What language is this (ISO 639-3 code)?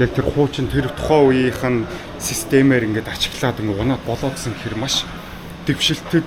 mon